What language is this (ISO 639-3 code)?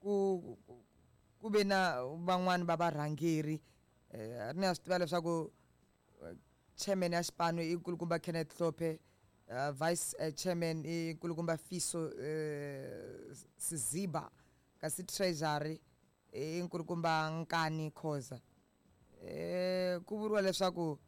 tso